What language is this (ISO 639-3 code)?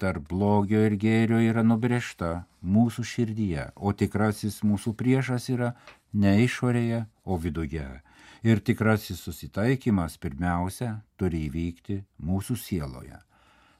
lit